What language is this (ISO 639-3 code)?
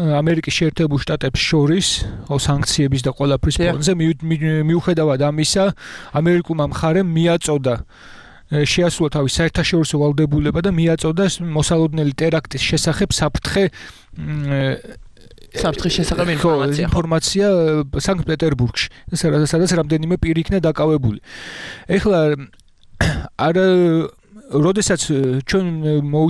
kat